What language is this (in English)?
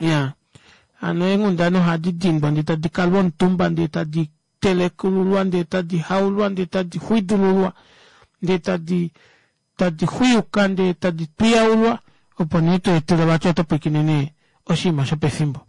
Kuanyama